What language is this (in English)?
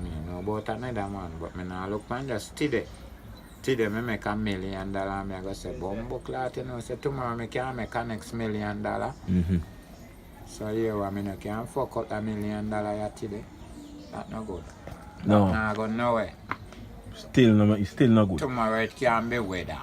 Jamaican Creole English